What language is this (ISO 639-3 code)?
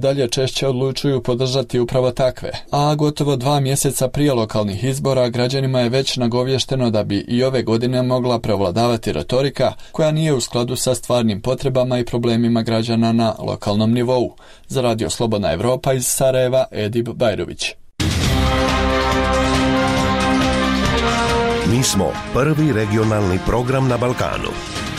bos